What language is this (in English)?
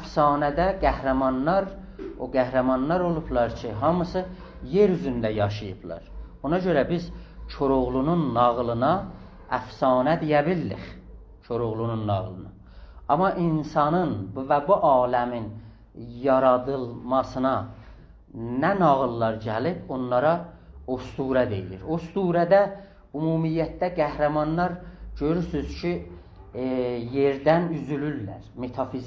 South Azerbaijani